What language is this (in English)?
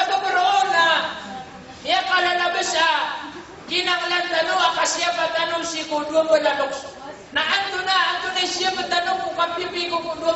Maranao